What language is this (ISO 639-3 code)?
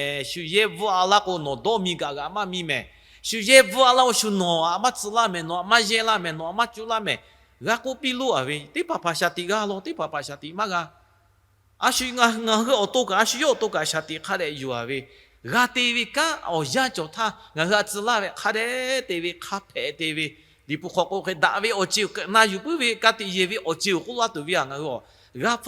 lhu